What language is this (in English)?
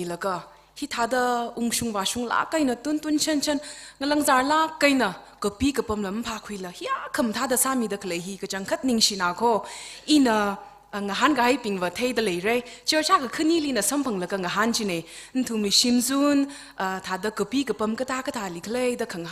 Tangkhul Naga (India)